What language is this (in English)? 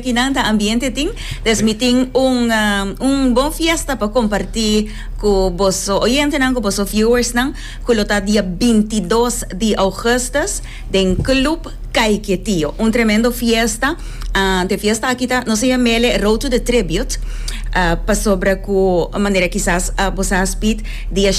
Papiamento